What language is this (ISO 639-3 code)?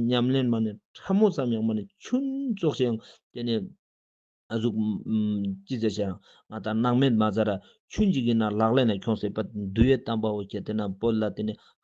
lbj